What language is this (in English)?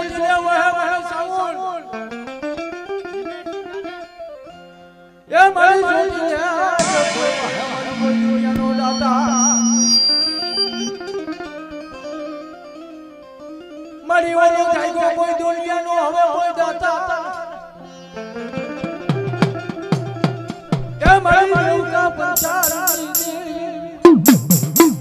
Gujarati